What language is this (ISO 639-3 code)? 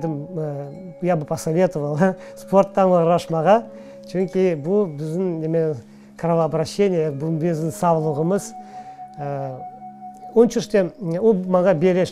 crh